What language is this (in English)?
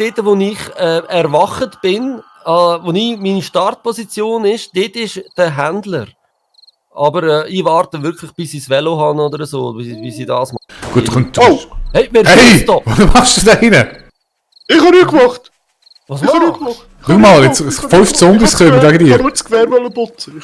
Swiss German